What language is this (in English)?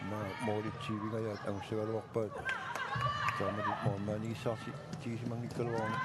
Kalaallisut